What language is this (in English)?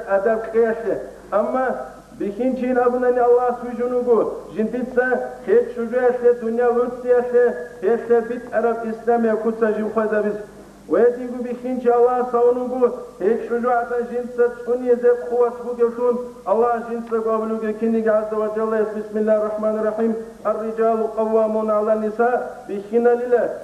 Avaric